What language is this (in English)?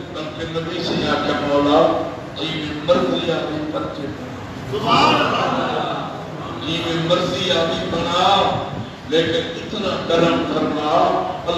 Saraiki